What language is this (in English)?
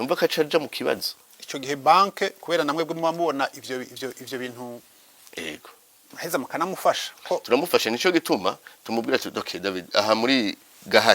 Rundi